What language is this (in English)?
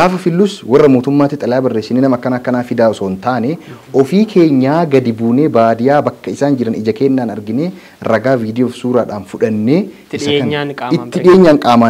Oromo